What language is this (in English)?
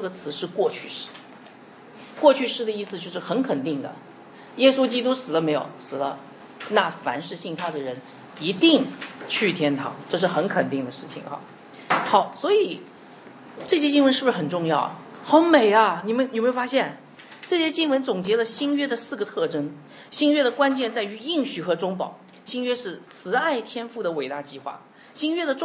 Chinese